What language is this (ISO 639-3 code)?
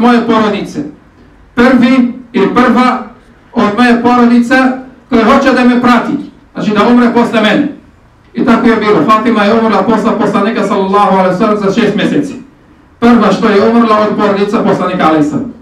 bos